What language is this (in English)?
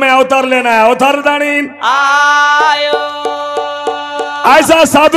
Lambadi